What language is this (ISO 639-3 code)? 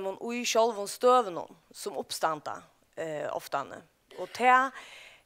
fao